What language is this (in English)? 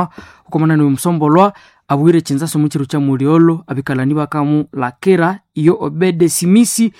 Nande